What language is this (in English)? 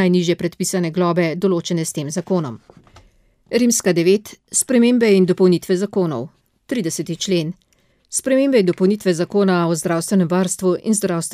Slovenian